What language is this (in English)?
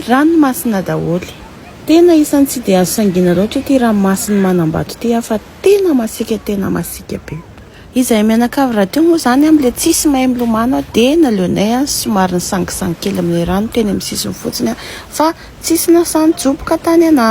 Malagasy